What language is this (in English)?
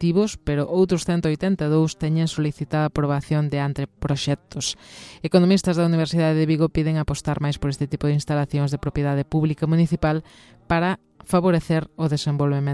Galician